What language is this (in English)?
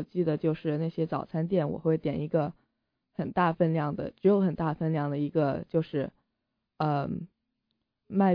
Chinese